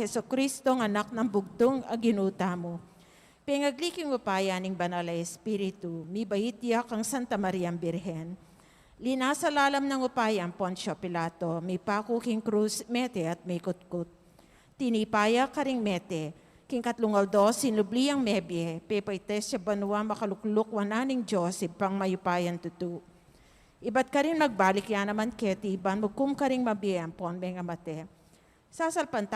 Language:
Pampanga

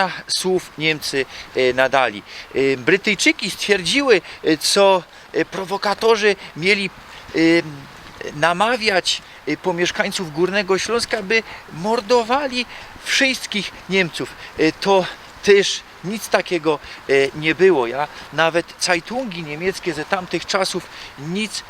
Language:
Silesian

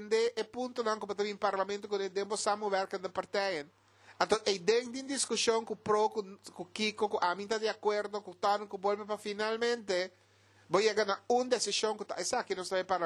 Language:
Papiamento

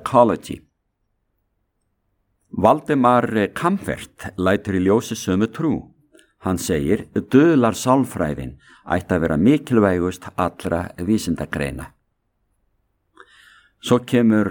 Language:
Icelandic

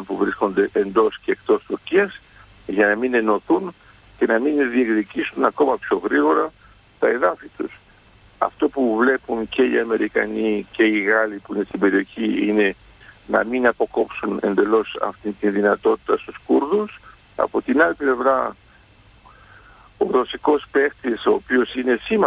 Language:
Greek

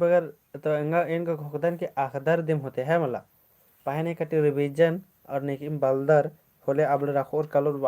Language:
Kurukh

